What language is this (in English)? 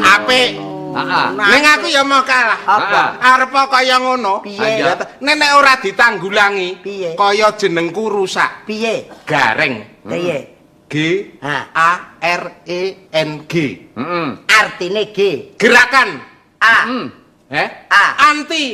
Javanese